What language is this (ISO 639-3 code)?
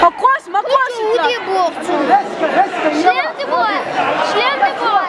che